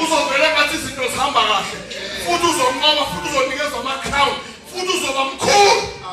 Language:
Zulu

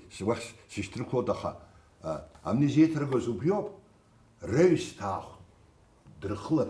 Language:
Abkhazian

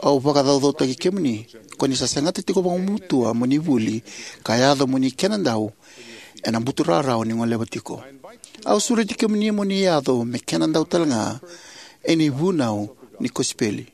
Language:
Fijian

